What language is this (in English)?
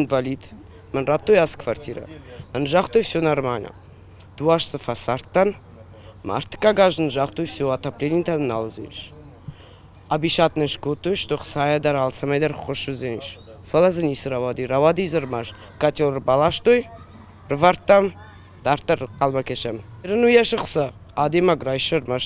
Ossetic